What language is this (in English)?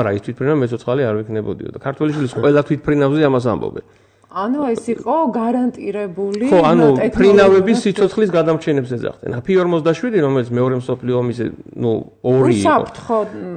Georgian